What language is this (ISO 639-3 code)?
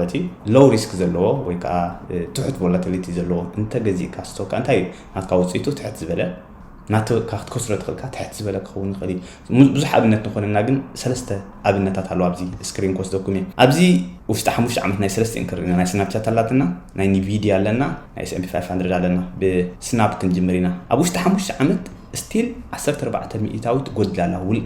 tir